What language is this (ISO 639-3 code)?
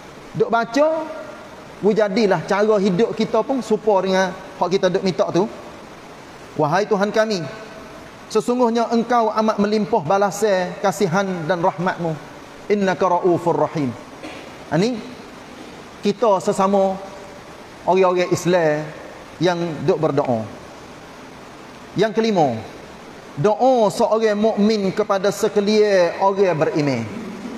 msa